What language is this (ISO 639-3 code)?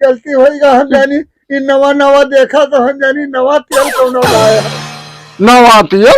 awa